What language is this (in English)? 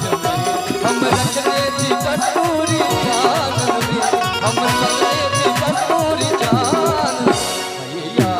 Maithili